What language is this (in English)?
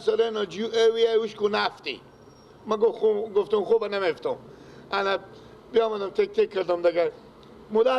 Persian